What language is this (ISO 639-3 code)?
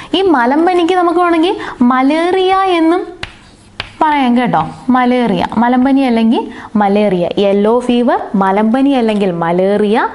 mal